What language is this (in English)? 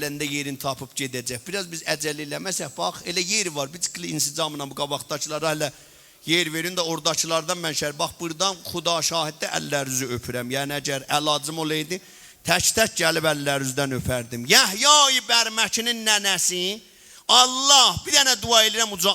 South Azerbaijani